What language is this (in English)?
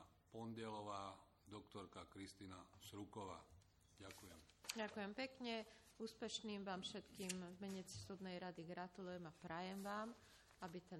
Slovak